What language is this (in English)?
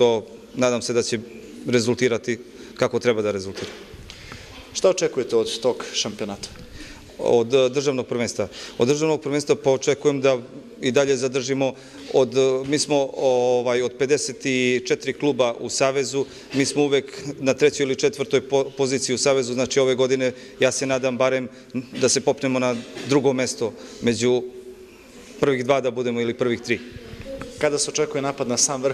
Serbian